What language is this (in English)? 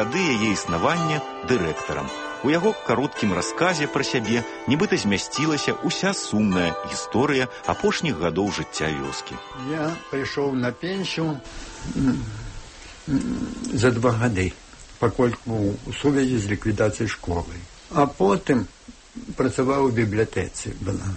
Belarusian